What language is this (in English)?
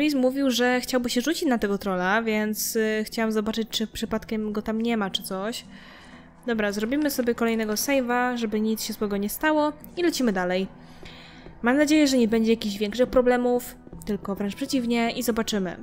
Polish